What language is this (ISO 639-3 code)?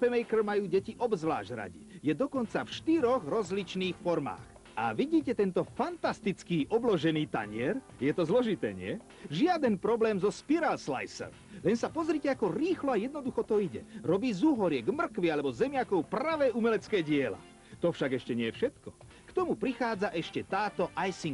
slk